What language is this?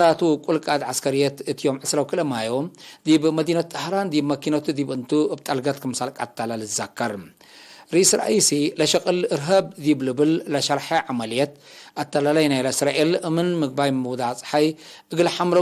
Tigre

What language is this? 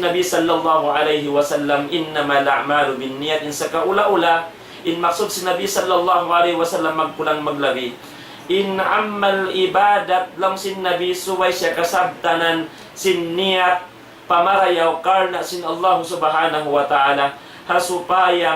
Tausug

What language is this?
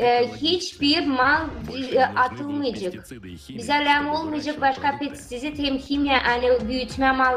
Gagauz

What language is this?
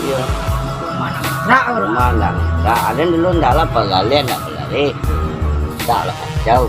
Minangkabau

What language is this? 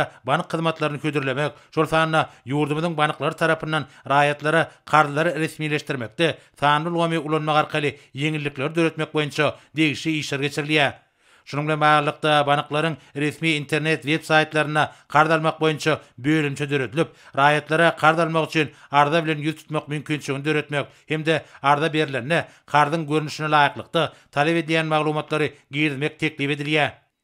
Turkmen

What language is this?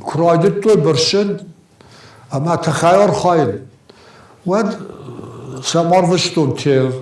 Ossetic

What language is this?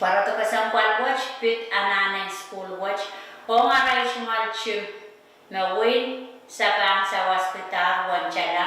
Pohnpeian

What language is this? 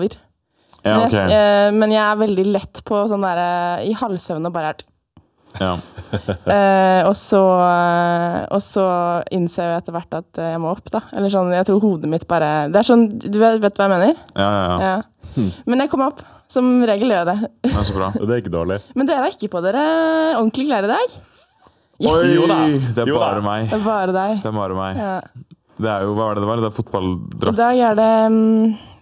Norwegian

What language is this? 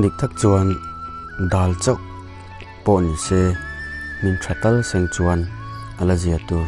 Mizo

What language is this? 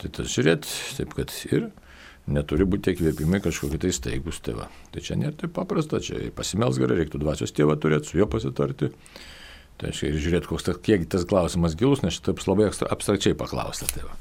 Lithuanian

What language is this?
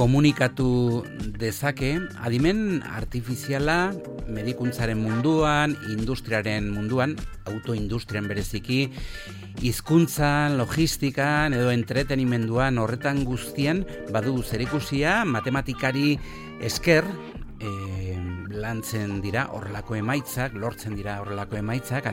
Basque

